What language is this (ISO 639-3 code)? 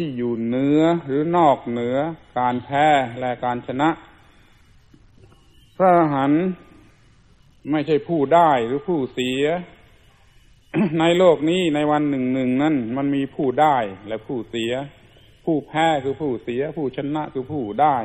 tha